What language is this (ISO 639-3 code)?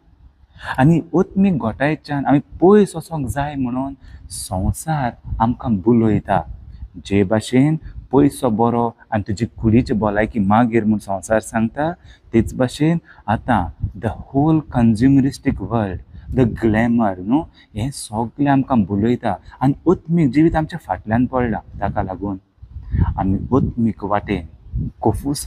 kok